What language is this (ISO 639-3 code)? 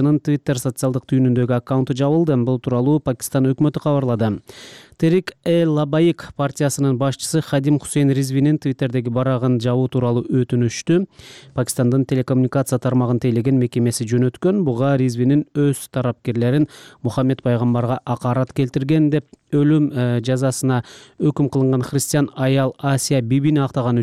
kir